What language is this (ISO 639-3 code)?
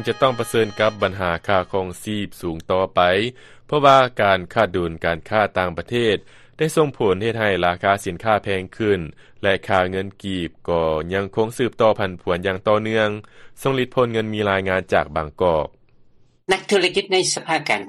lao